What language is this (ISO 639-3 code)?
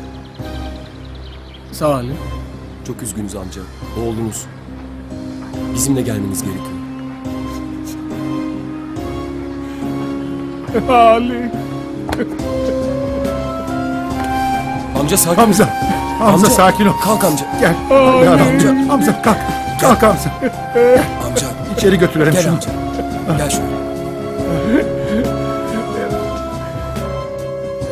tur